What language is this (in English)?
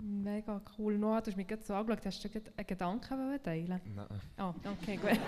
Swiss German